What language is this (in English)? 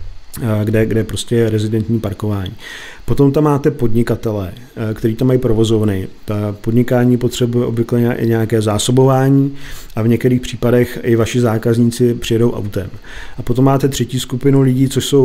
Czech